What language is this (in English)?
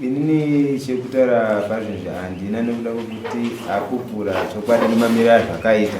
Shona